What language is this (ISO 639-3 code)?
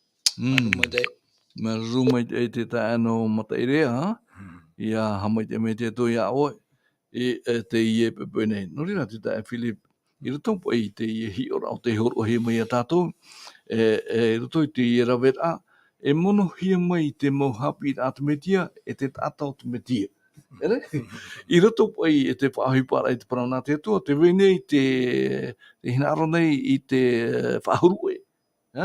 tah